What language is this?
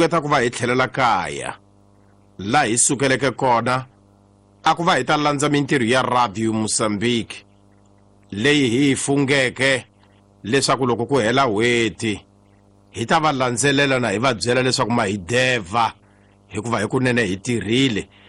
Tsonga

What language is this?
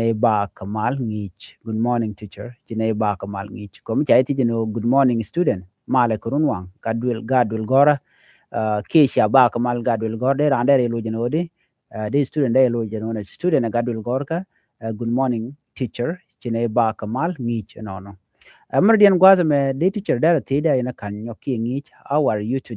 Nuer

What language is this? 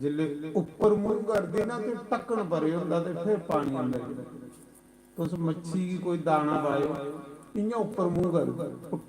Dogri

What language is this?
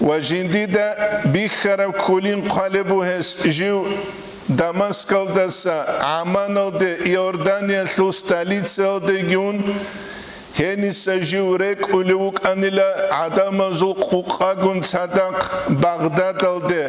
Avaric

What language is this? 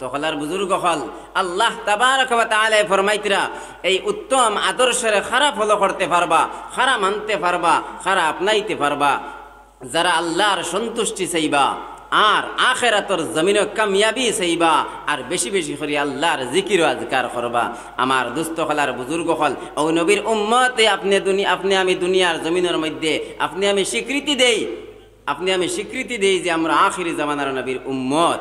Sylheti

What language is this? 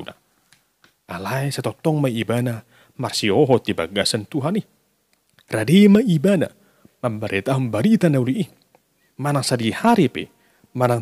Batak Toba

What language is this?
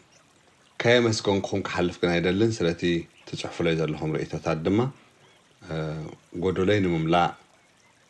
Tigrinya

